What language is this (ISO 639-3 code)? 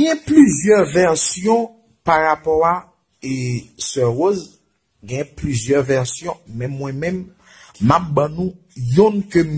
hat